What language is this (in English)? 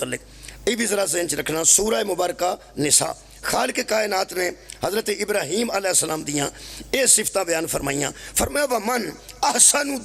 Pahari-Potwari